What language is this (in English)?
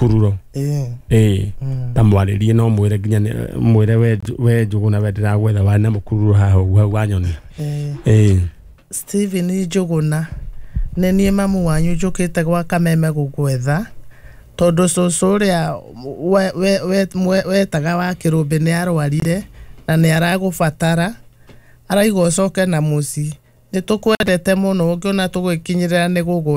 Kikuyu